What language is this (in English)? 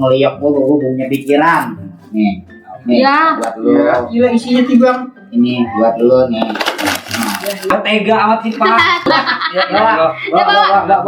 Betawi